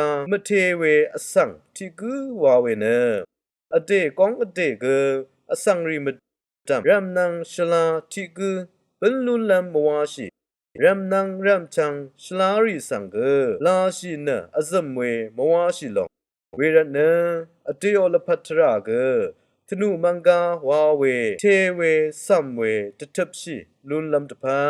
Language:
Rawang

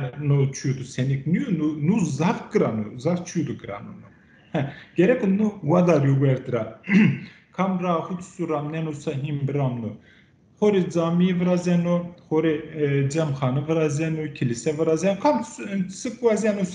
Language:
Zaza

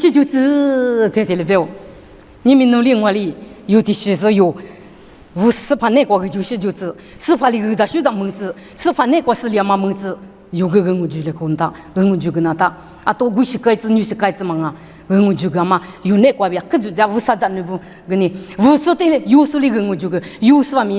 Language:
Lisu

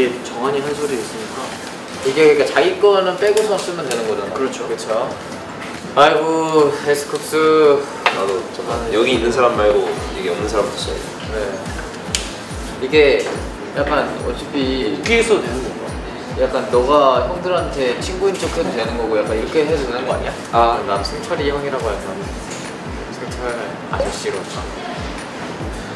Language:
Korean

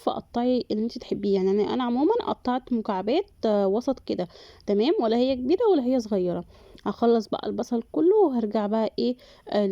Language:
Egyptian Arabic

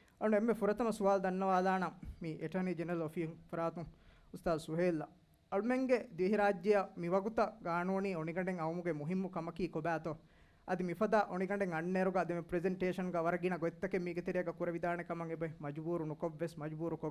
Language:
Divehi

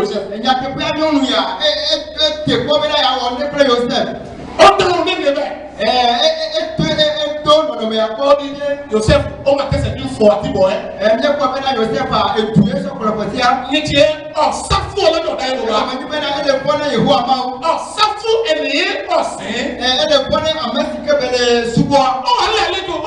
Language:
Ifè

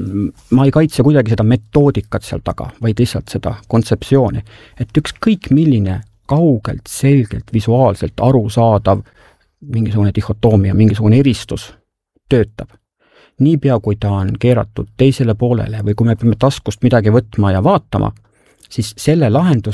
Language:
Estonian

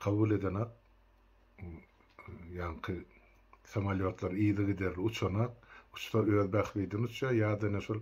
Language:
Turkmen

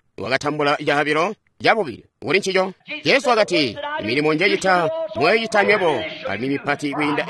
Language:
Tonga (Zambia)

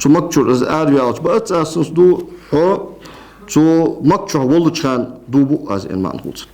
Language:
Ingush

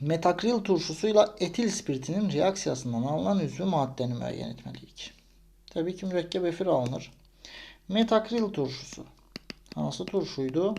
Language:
Azerbaijani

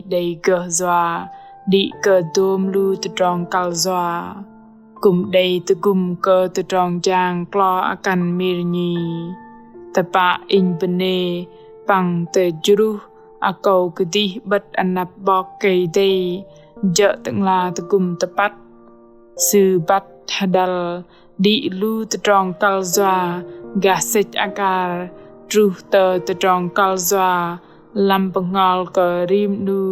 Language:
Bahnar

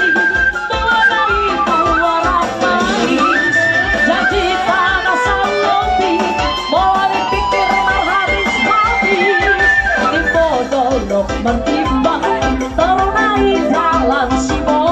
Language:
Batak Toba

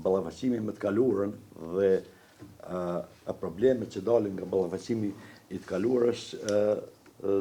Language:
Albanian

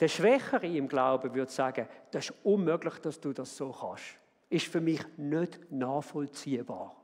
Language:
Swiss German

